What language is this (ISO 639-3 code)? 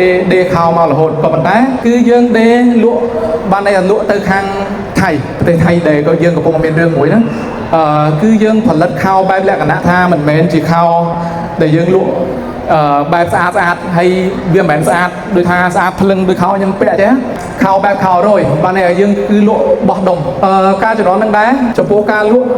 khm